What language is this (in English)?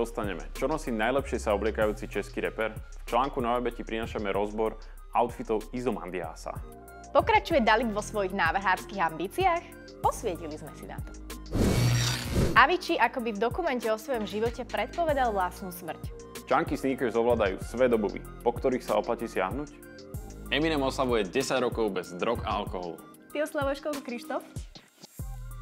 Slovak